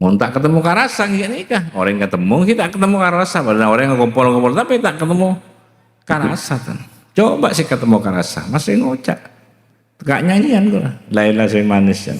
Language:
Madurese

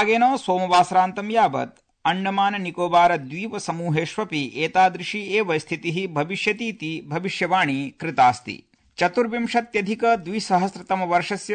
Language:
Sanskrit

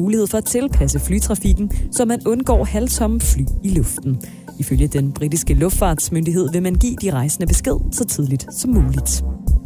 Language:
Danish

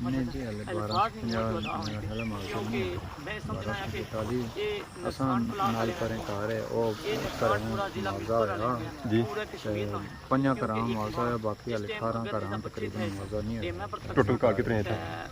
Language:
Pahari-Potwari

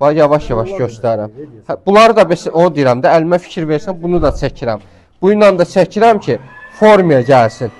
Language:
Azerbaijani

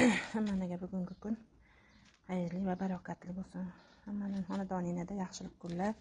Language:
Uzbek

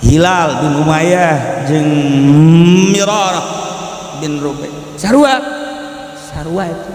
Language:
Sundanese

